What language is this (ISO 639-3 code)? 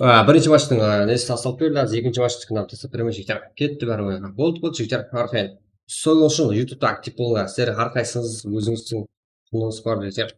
kaa